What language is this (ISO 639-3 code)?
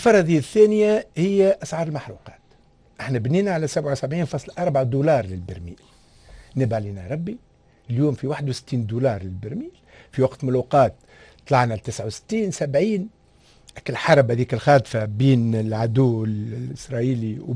aeb